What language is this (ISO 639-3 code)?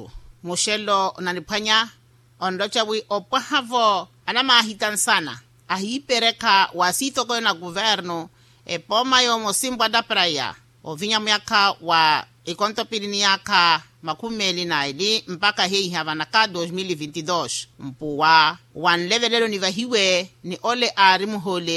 vmw